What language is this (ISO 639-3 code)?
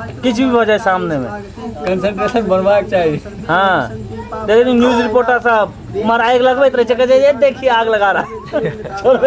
mai